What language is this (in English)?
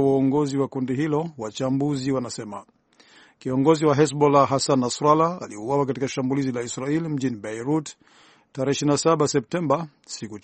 Swahili